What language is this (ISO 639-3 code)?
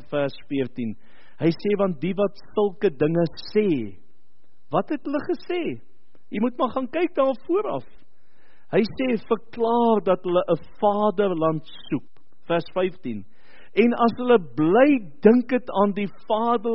afr